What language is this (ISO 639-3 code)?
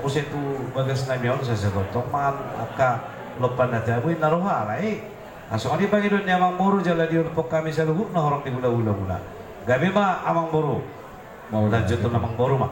bbc